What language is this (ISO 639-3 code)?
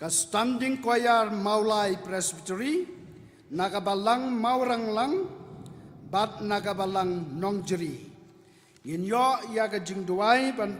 kha